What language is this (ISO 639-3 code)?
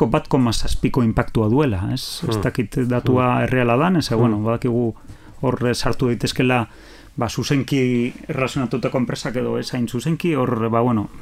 eus